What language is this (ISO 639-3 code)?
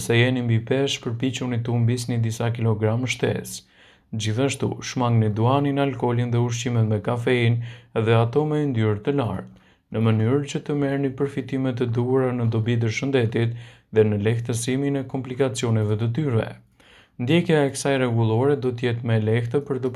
sqi